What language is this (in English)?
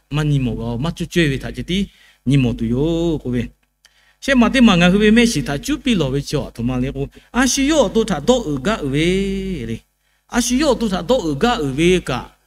Lahu